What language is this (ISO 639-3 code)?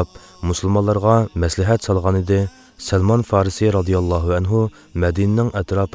uig